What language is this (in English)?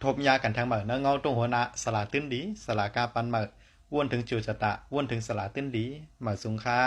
Shan